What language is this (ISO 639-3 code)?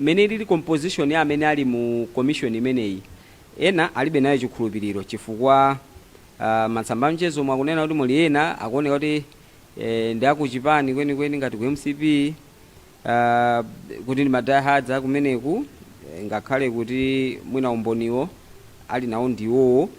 nya